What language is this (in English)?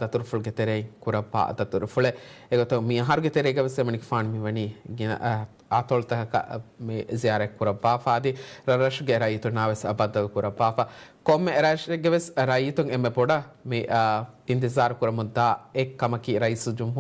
Divehi